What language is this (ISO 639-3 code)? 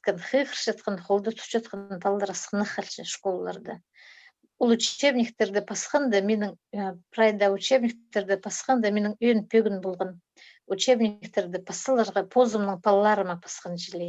kjh